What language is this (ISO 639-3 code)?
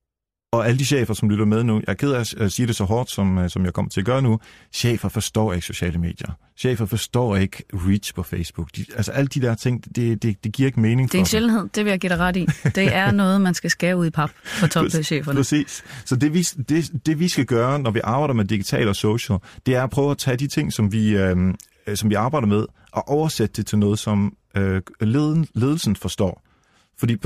dan